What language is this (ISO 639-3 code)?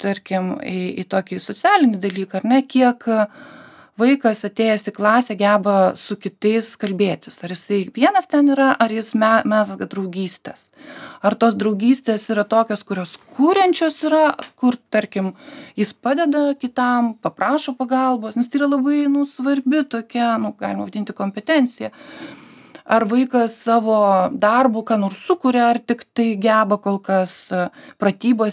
lit